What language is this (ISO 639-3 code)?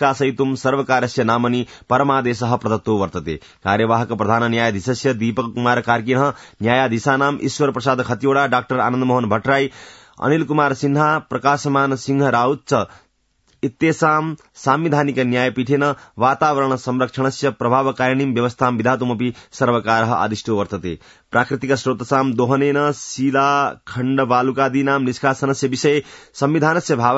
san